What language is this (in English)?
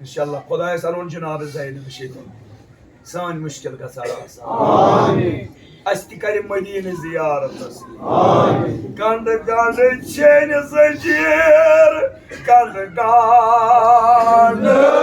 Kashmiri